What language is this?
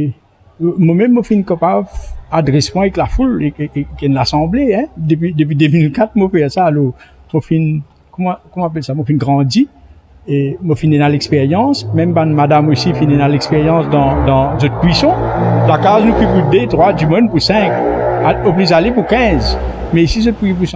Morisyen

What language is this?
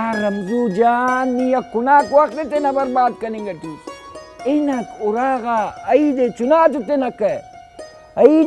Brahui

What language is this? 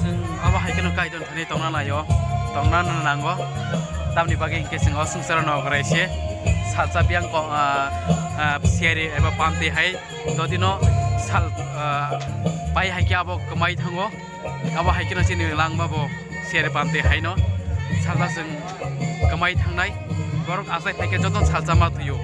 Kok Borok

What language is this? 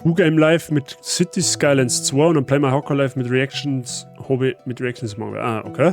Bavarian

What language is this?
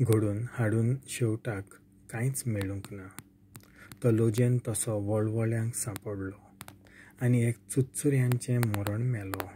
Konkani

